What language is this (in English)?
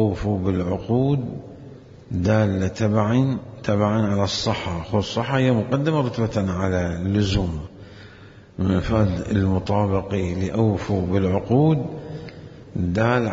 Mesopotamian Arabic